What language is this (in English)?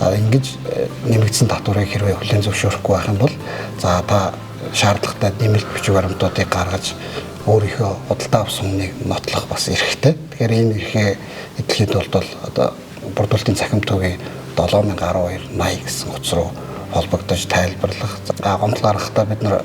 Mongolian